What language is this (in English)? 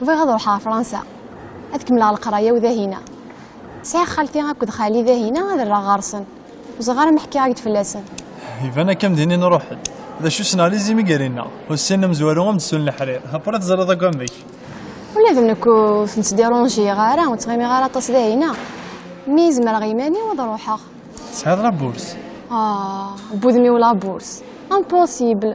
Kabyle